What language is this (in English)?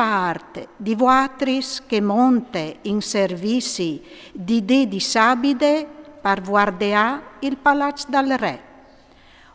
Friulian